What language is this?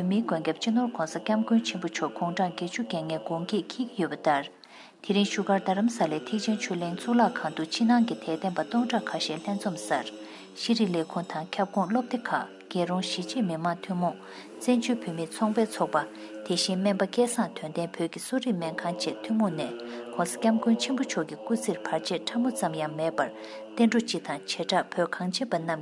Tibetan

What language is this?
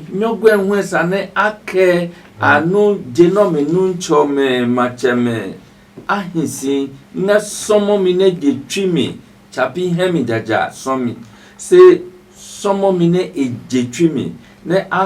Adangme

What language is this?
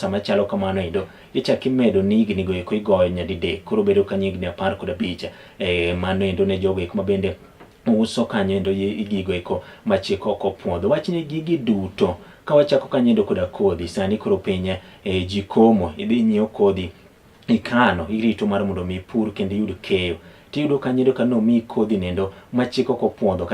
Luo (Kenya and Tanzania)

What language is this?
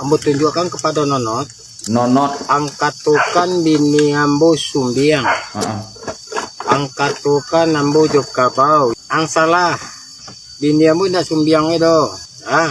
Minangkabau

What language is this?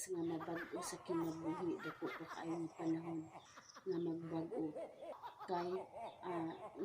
Cebuano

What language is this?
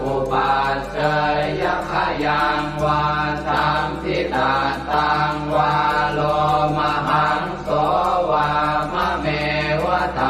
Pali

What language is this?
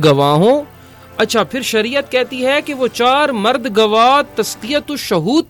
Urdu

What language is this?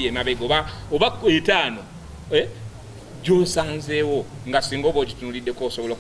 Ganda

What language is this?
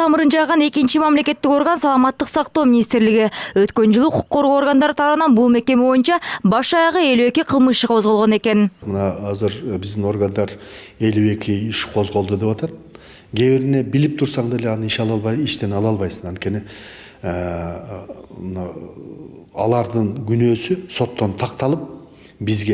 Kyrgyz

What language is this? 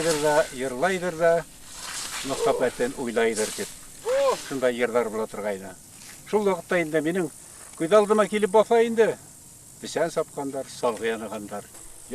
Bashkir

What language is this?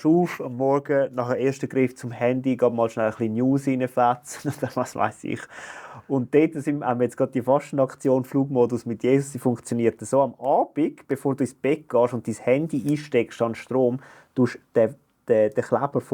Swiss German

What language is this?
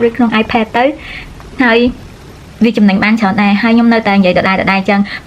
Khmer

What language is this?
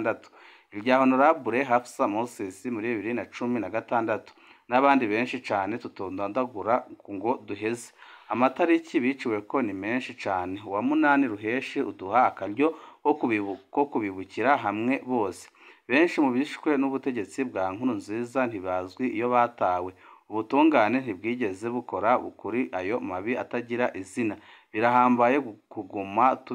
Rundi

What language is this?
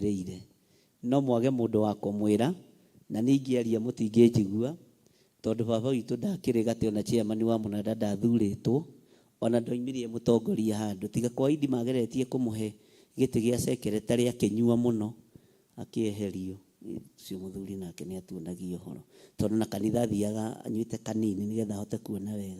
Kikuyu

